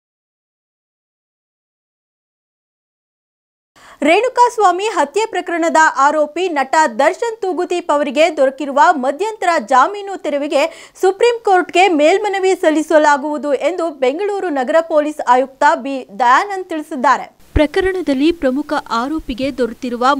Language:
Kannada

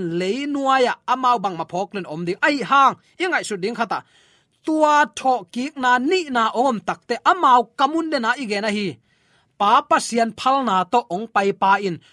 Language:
Tedim Chin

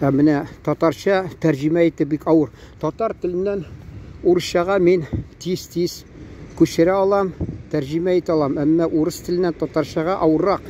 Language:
Tatar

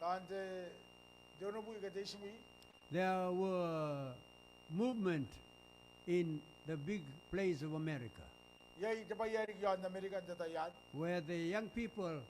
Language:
Gilbertese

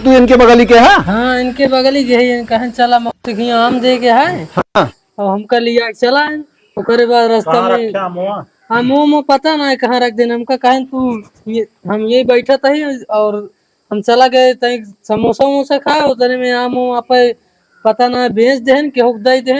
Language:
Awadhi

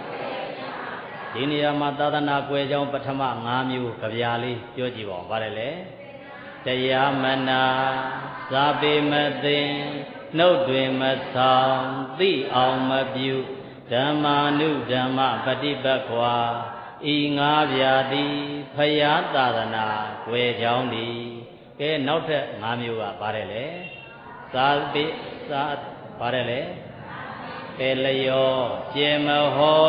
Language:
Burmese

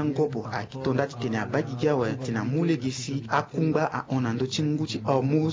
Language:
Sango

